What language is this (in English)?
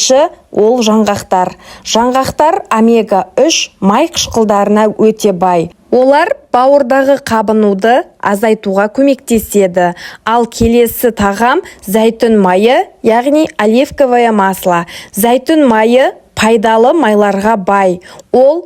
Kazakh